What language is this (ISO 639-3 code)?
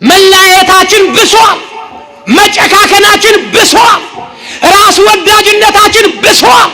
amh